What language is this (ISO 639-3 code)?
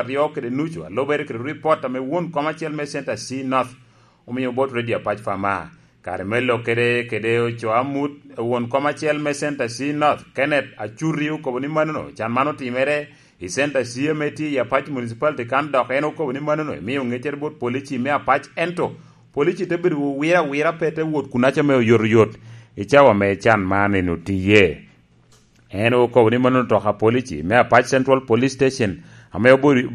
laj